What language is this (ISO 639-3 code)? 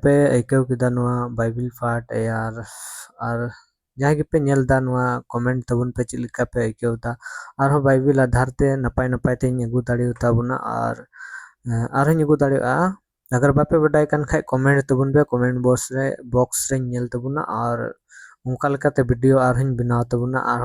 sat